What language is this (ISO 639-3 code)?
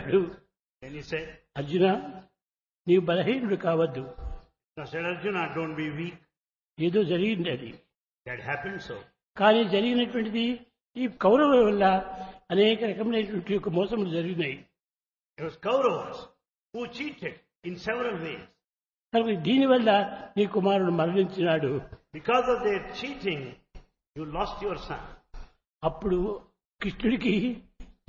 tel